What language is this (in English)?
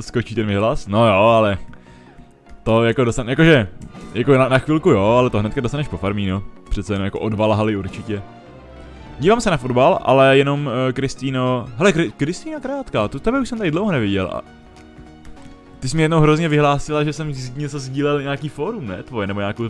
Czech